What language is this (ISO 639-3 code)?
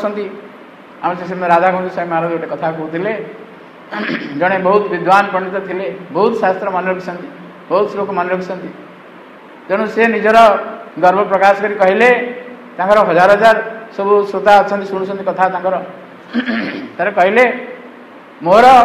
ori